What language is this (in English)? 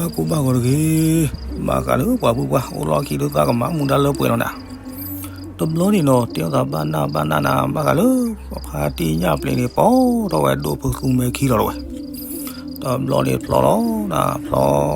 S'gaw Karen